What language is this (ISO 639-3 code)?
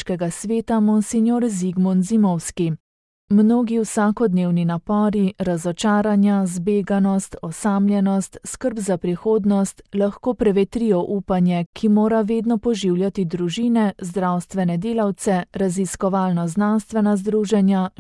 slv